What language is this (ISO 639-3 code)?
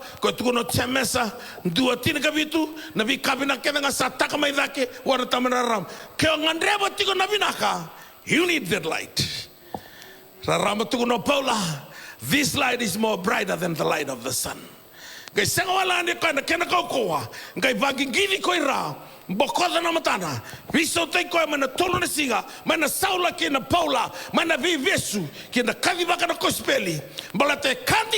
fij